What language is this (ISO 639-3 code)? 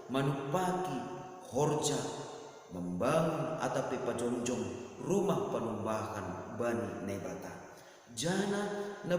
bts